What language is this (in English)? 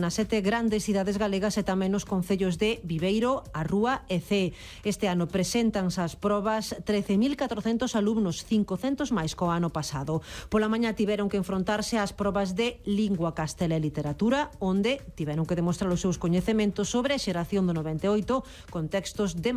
Galician